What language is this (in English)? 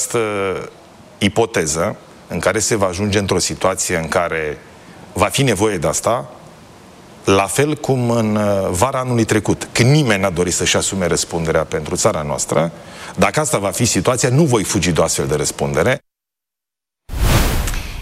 Romanian